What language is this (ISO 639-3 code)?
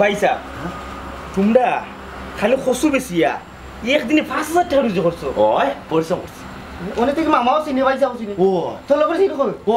syl